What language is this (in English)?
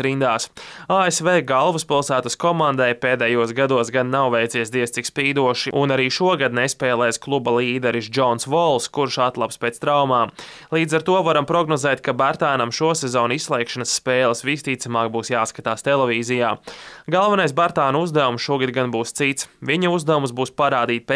Latvian